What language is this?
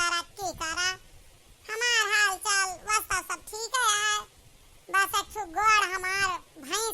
Awadhi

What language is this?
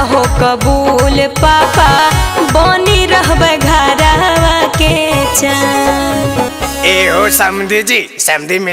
Magahi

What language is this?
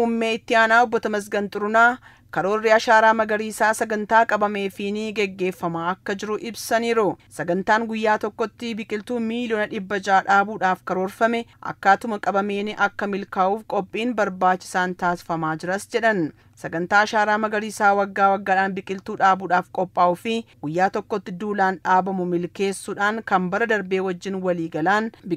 Oromo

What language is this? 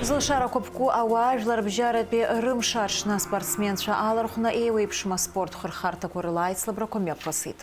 Abkhazian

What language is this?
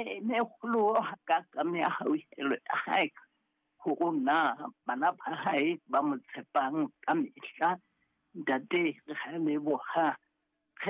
Southern Sotho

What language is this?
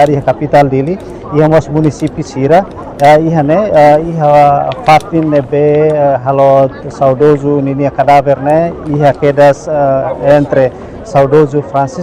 Tetum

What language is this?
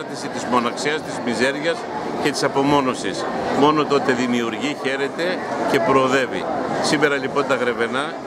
Greek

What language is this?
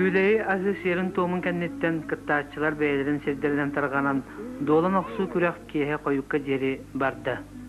Yakut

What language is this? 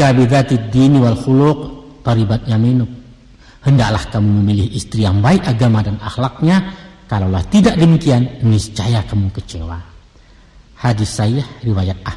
Minangkabau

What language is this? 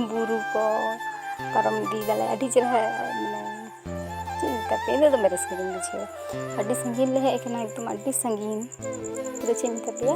Santali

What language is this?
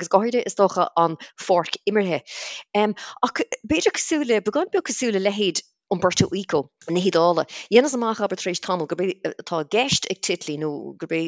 Irish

